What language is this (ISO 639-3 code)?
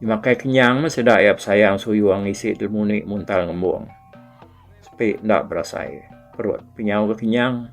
iba